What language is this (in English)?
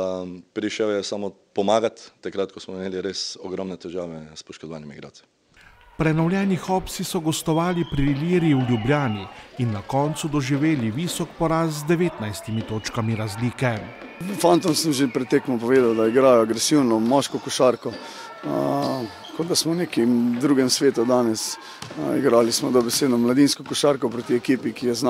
Slovenian